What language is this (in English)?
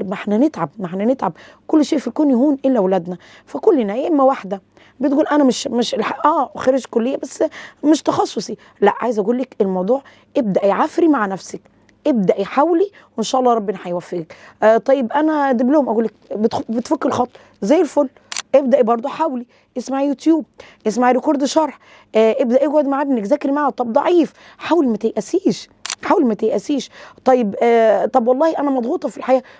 Egyptian Arabic